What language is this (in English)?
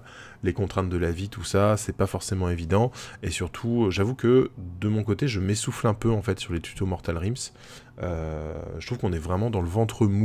French